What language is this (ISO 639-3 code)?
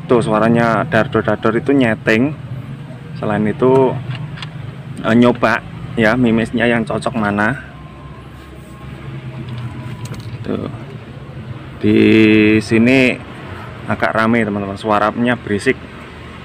ind